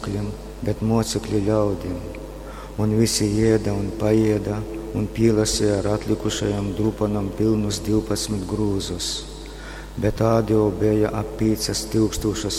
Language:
Latgalian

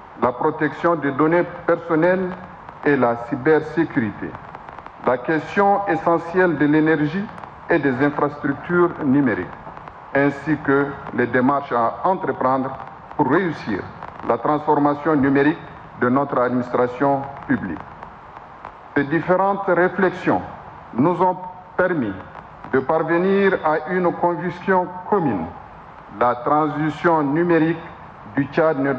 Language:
French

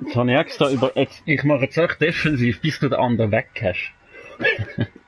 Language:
Swiss German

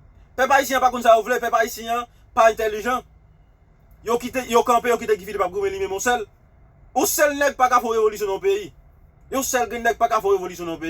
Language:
Haitian Creole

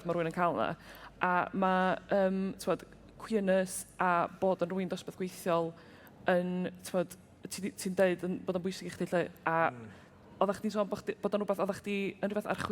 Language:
Welsh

